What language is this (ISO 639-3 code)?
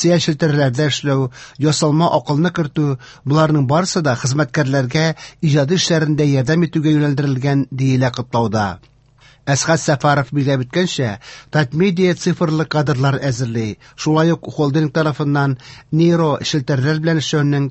tat